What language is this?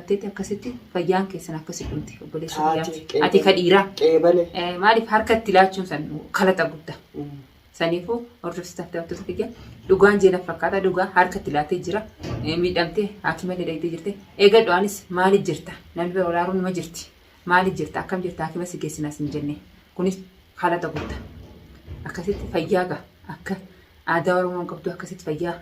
Oromo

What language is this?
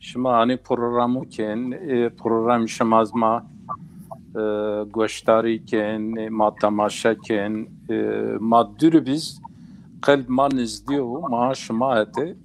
Zaza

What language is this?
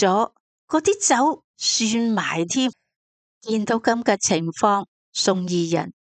Cantonese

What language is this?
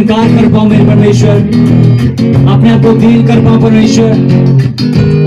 Hindi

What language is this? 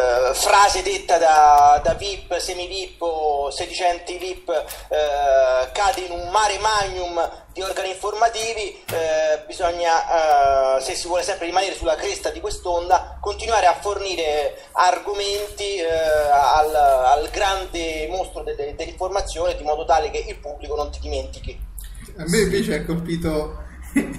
Italian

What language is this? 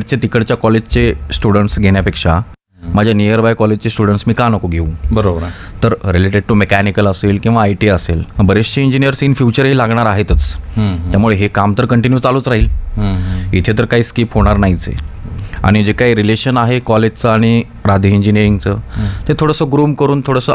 Marathi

